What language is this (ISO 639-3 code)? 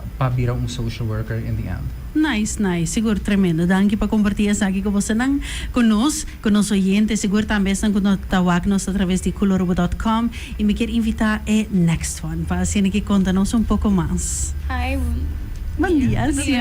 pap